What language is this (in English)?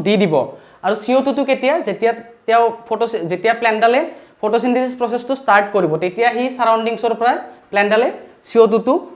Assamese